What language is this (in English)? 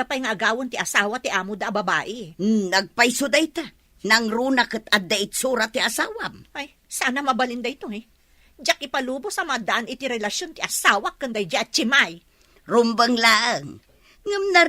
Iloko